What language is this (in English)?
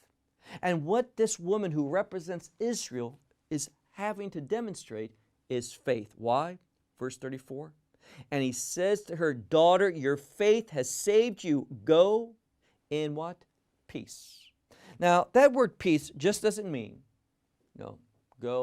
English